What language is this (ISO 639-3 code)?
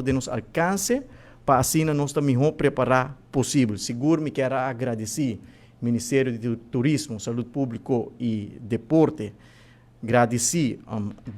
pap